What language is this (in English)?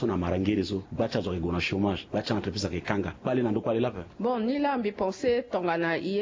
Sango